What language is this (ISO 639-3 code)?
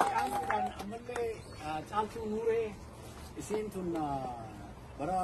orm